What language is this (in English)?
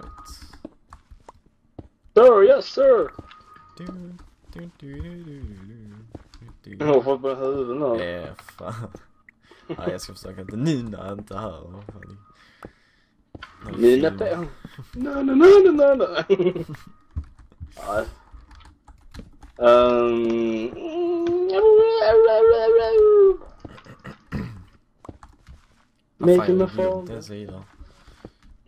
Swedish